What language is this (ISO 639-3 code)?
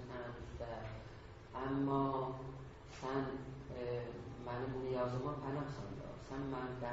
azb